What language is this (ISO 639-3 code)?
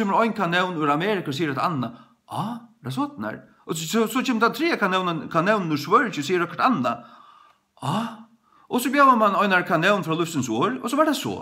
fao